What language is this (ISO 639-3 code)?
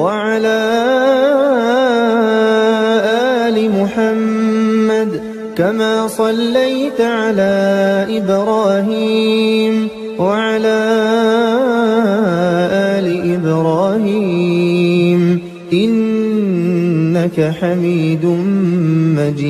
ara